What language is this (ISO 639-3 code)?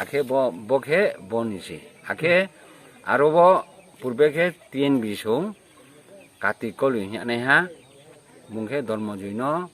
ria